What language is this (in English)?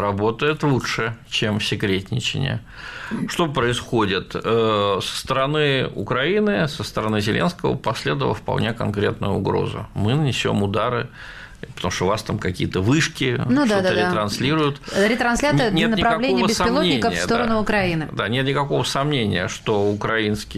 Russian